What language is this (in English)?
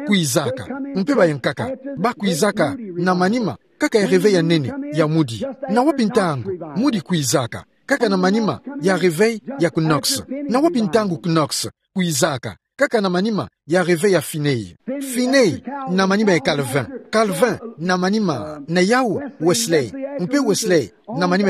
Kituba (Democratic Republic of Congo)